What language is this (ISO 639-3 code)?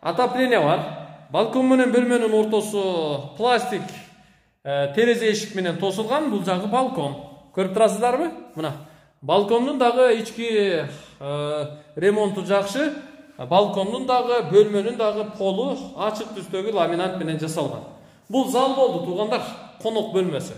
kir